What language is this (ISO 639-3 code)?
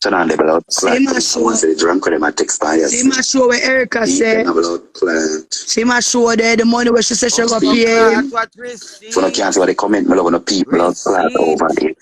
jam